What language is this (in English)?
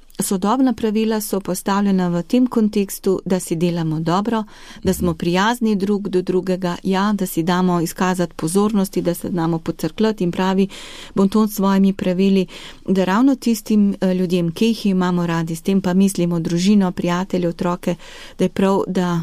Slovenian